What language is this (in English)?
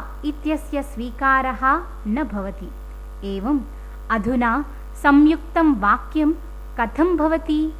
Sanskrit